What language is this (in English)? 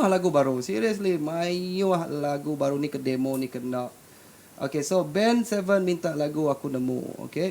Iban